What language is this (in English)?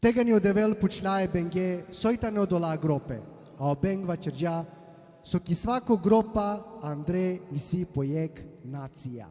Balkan Romani